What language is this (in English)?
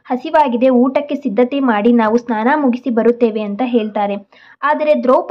Kannada